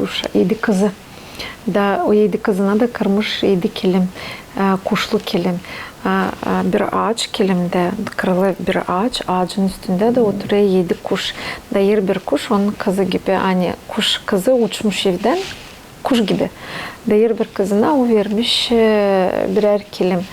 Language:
Gagauz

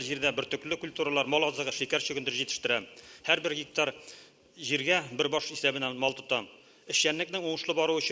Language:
Tatar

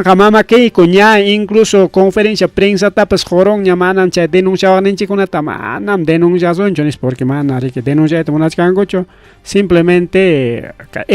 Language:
Ayacucho Quechua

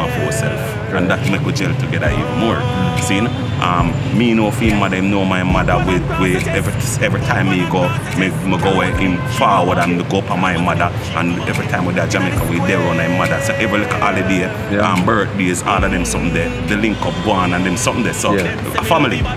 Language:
Jamaican Creole English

